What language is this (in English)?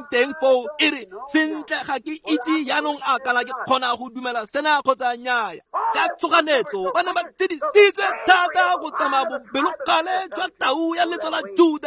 Tswana